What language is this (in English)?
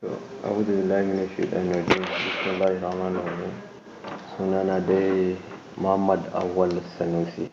Hausa